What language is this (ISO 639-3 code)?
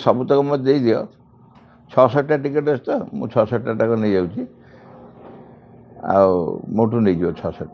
ori